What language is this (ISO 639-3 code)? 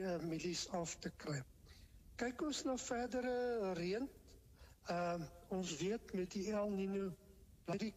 afr